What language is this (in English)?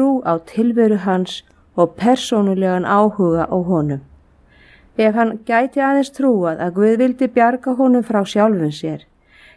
Icelandic